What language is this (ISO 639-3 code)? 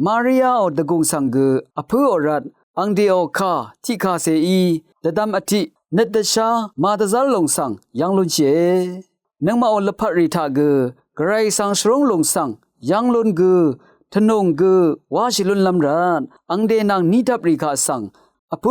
raw